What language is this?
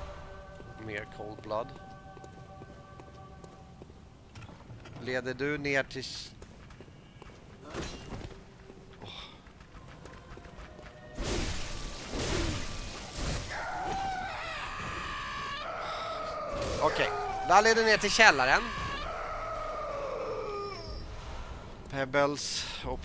Swedish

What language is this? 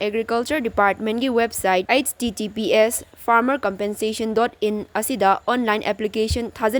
Manipuri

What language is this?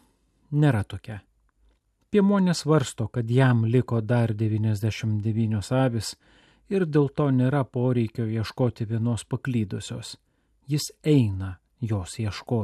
Lithuanian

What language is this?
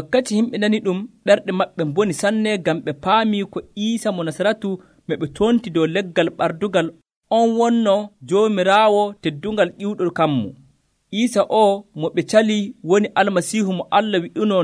Nigerian Fulfulde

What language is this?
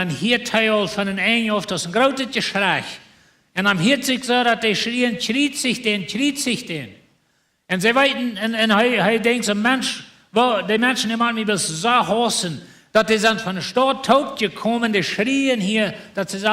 Plautdietsch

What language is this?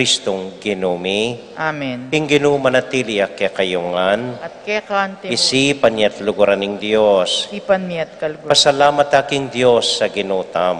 Pampanga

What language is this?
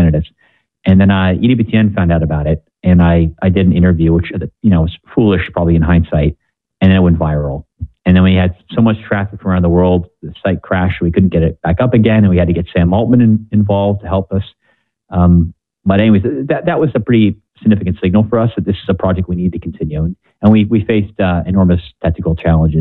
English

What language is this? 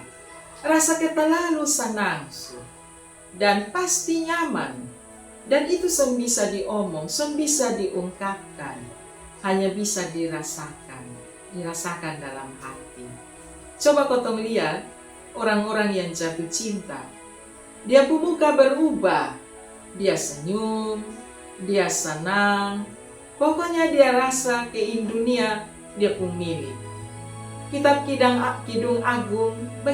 Kupang Malay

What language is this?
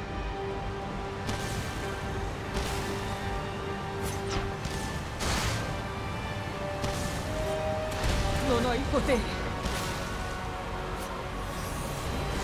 Italian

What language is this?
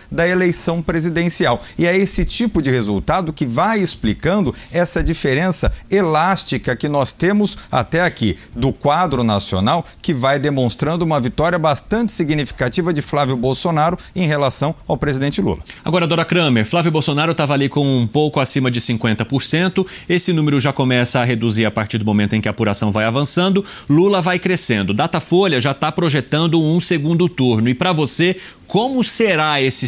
Portuguese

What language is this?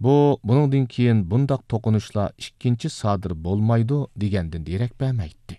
Uyghur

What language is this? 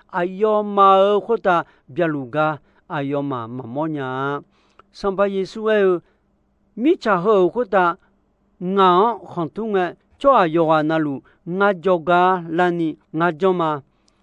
Akha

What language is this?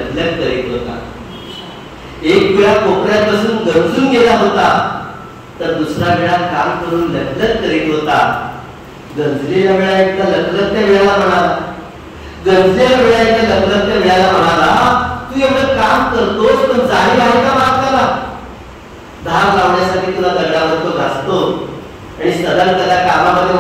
Marathi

